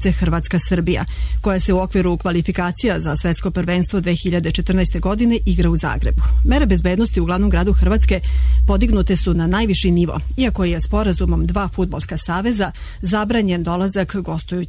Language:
Serbian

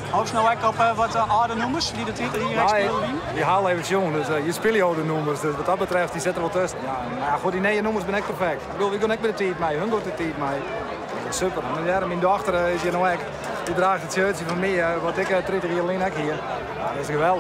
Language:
Western Frisian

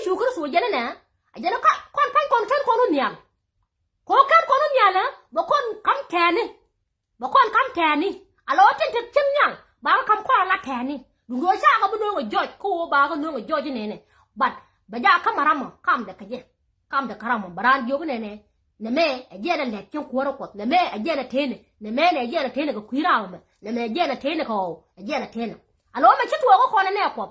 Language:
Nuer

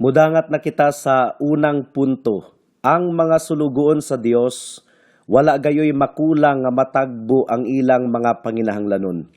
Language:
Cebuano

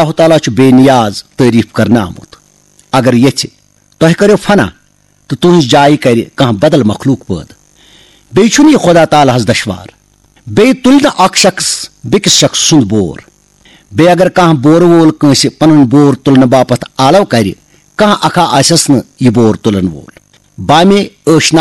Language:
Kashmiri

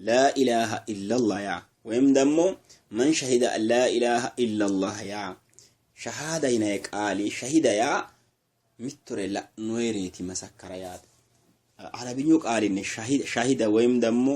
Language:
Sidamo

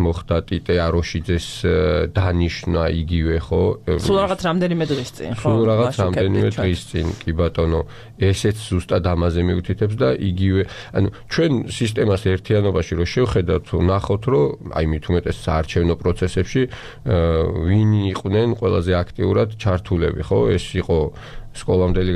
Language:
Georgian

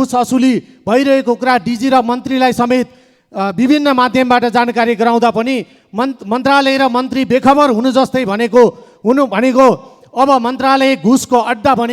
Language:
Nepali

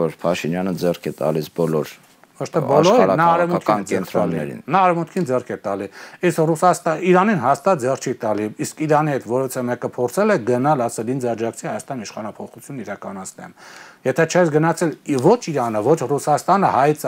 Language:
Armenian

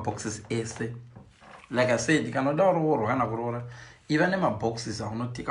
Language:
Shona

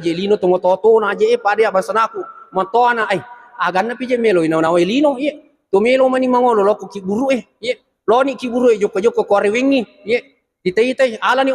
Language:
Buginese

